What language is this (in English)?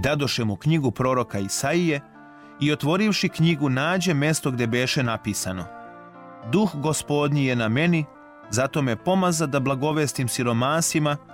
Serbian